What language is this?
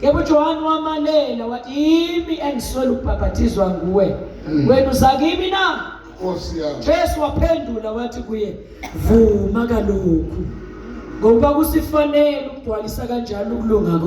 Zulu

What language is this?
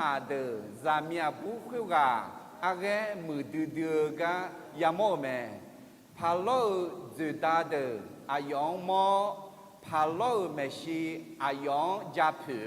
Akha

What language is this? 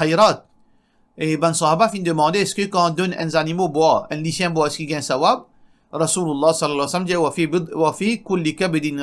Morisyen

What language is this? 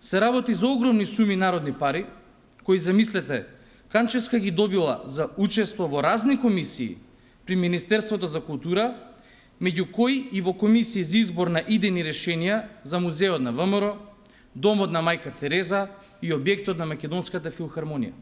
Macedonian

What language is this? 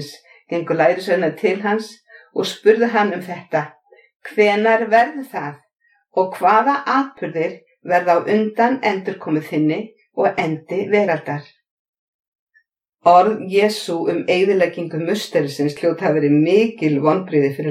Icelandic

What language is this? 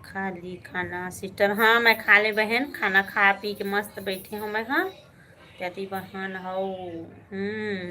Chhattisgarhi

